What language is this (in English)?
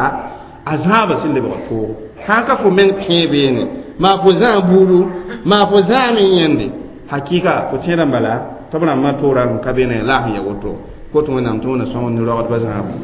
Mossi